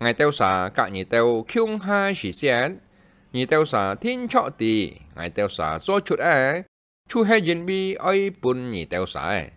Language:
Hakka Chinese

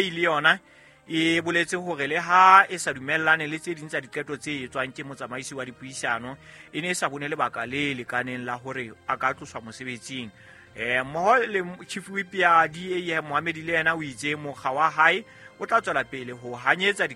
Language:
Southern Sotho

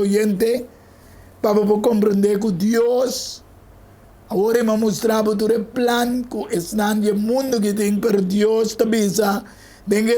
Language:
Papiamento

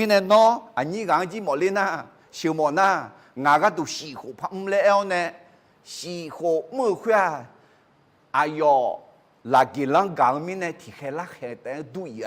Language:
Akha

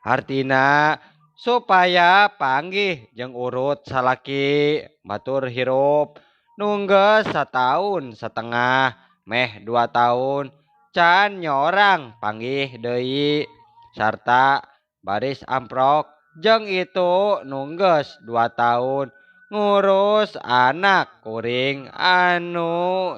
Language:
Sundanese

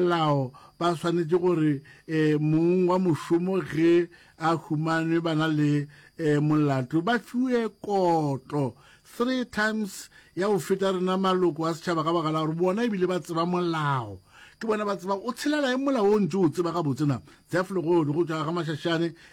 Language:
Northern Sotho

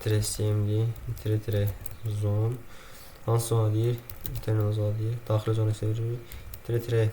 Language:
Azerbaijani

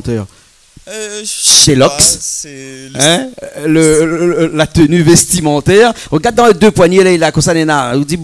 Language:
Réunion Creole French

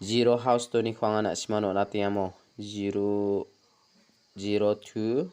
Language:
Garo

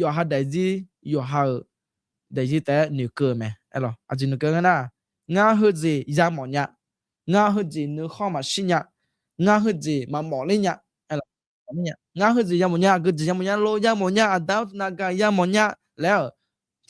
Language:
Akha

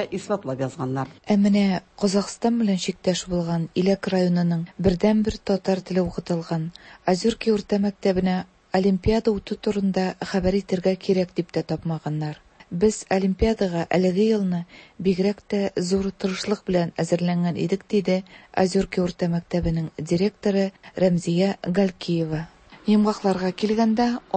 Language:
Tatar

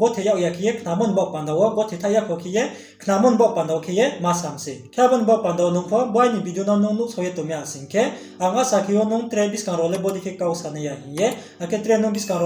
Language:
Riang (India)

